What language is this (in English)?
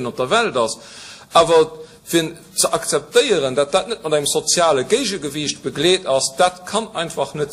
Luxembourgish